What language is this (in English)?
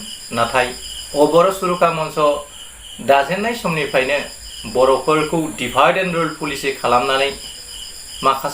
Bodo